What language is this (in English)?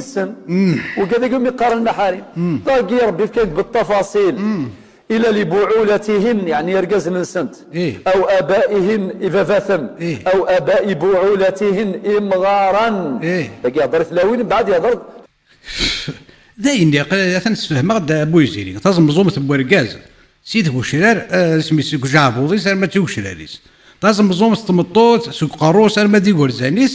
Kabyle